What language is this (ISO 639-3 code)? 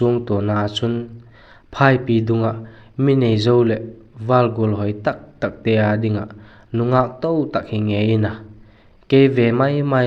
vap